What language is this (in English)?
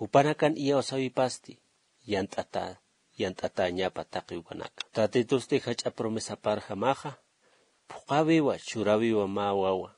Aymara